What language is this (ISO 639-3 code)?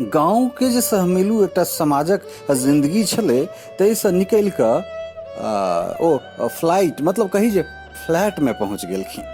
mai